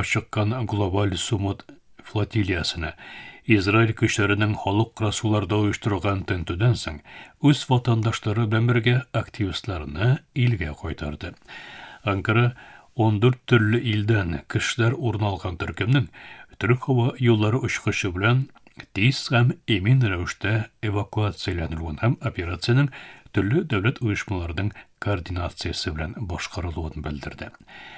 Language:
Tatar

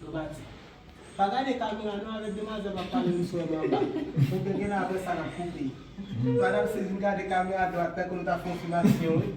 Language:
Haitian Creole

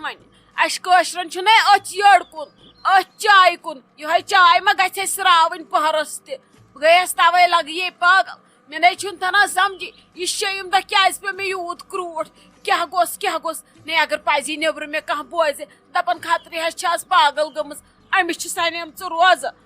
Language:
Kashmiri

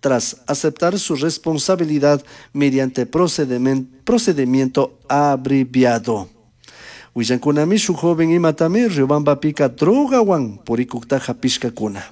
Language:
Chimborazo Highland Quichua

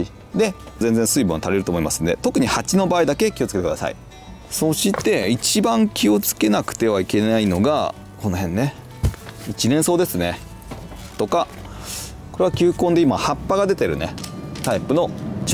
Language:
Japanese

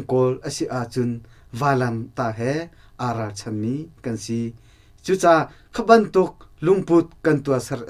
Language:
Hakha Chin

